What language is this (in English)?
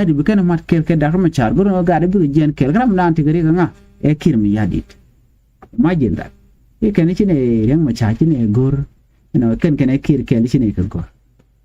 Nuer